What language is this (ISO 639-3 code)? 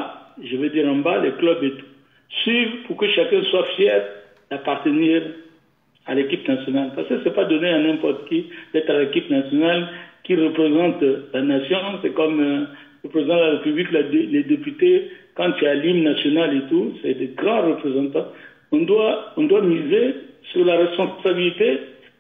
fra